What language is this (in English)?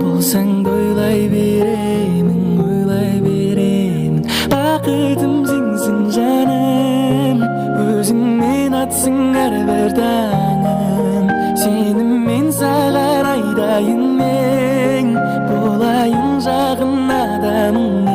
Kara-Kalpak